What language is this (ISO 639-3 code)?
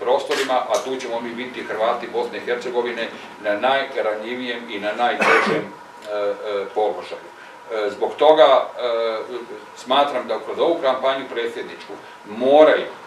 hrv